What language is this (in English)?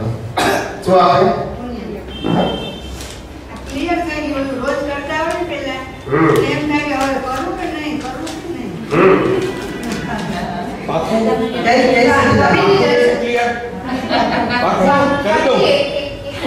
Gujarati